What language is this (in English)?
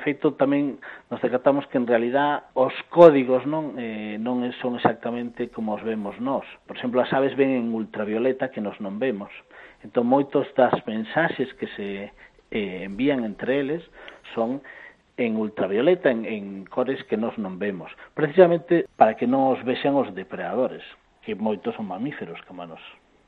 Galician